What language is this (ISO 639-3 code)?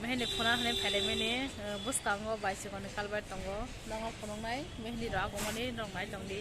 trp